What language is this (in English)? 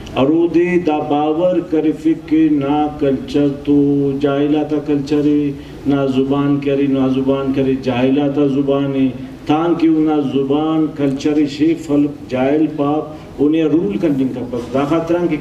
Brahui